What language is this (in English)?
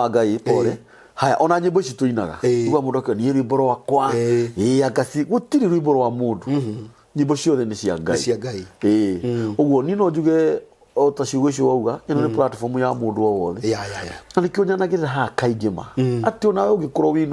Kikuyu